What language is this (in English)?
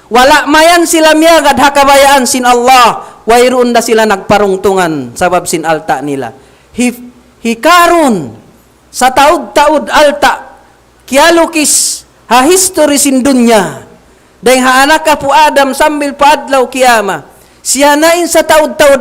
Tausug